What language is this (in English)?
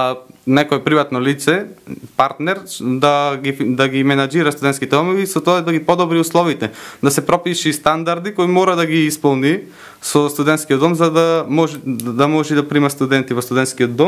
Macedonian